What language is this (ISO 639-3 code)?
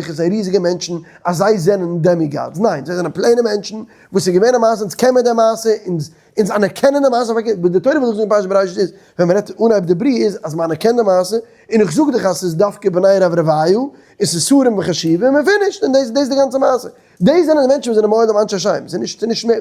yid